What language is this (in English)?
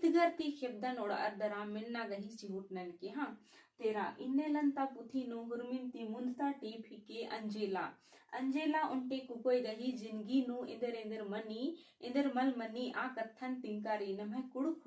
Kurukh